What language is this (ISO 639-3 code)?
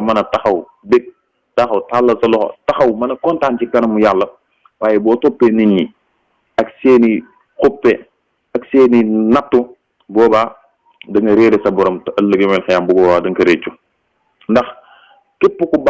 wol